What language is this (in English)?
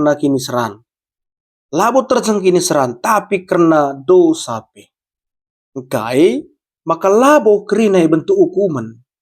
Batak Karo